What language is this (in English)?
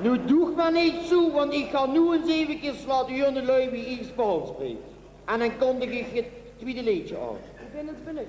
Limburgish